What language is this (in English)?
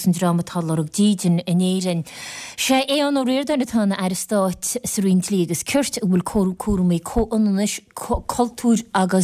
Irish